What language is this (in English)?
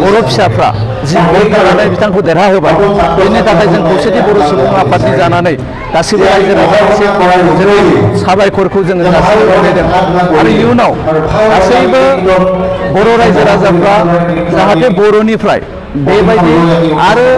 Bodo